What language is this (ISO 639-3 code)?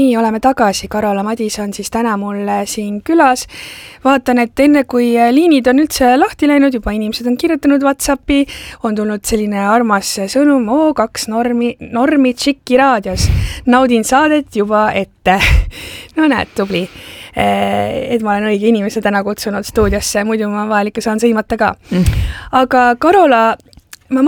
est